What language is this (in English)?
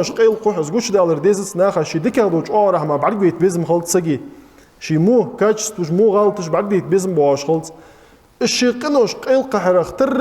Ingush